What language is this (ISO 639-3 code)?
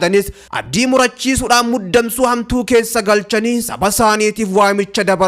orm